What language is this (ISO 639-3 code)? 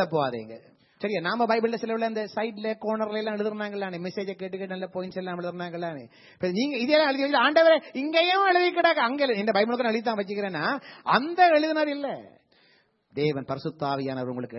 tam